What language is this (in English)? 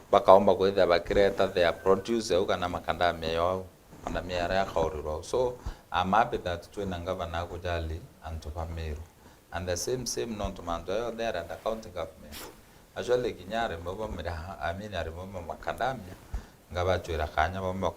Meru